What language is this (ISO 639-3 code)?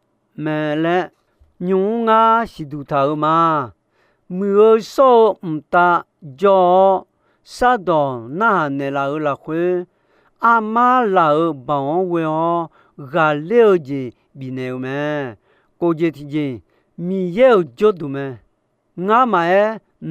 ahk